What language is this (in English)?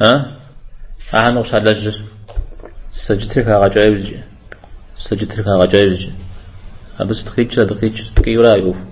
Kabardian